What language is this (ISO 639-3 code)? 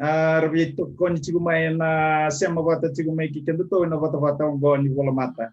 fij